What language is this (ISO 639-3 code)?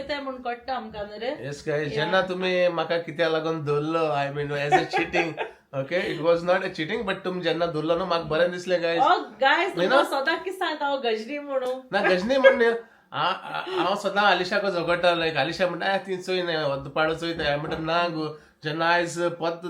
kok